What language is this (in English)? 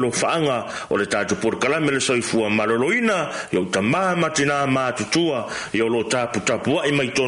Samoan